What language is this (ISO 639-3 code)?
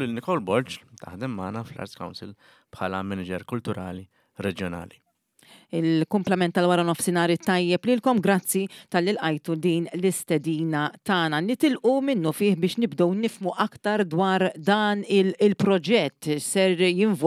mlt